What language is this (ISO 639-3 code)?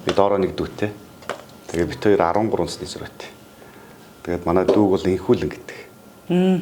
mon